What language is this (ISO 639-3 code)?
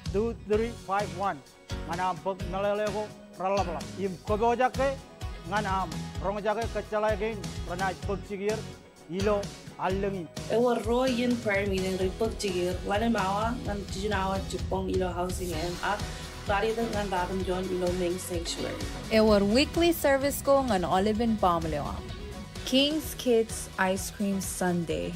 mah